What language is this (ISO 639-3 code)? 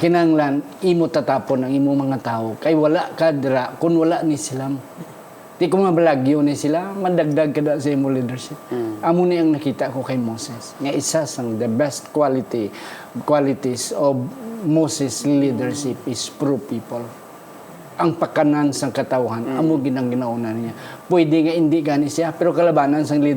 hil